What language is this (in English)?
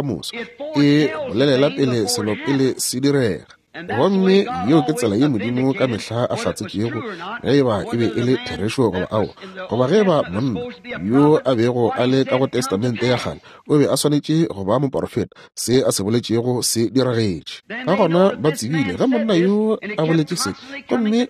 Northern Sotho